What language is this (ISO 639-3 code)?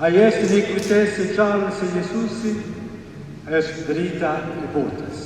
sqi